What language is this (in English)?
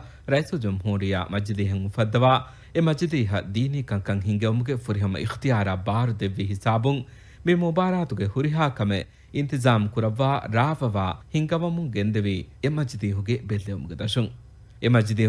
Divehi